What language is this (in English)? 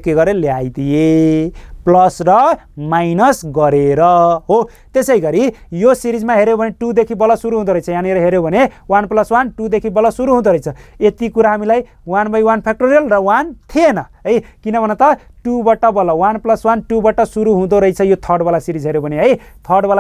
Nepali